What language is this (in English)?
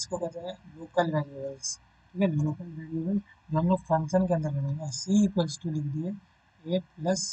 Hindi